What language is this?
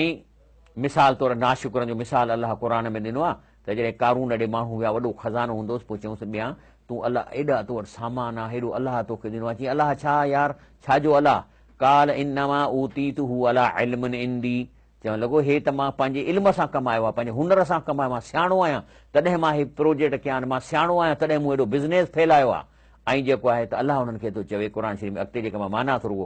Sindhi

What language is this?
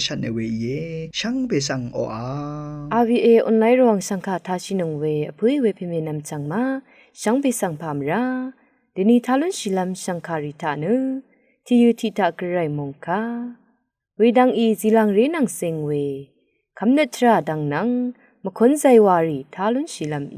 Rawang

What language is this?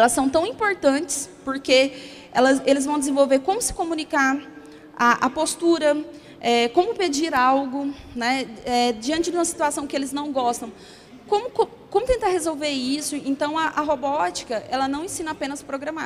Portuguese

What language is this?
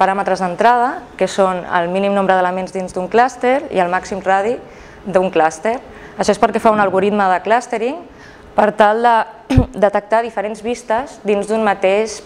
Catalan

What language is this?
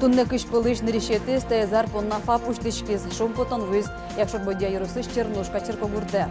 Udmurt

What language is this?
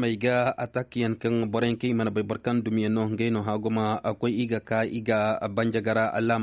Koyraboro Senni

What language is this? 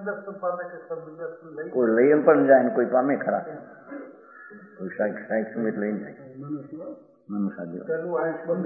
Gujarati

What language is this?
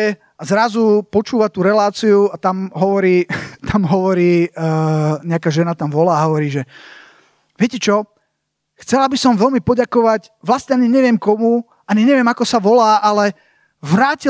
Slovak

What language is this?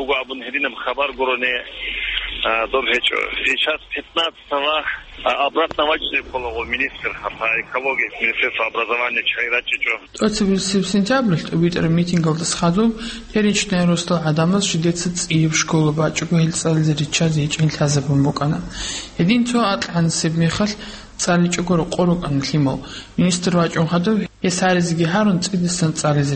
Avaric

